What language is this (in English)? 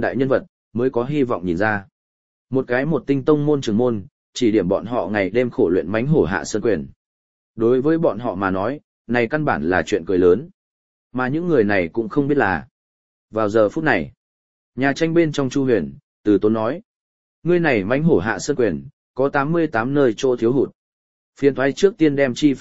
Vietnamese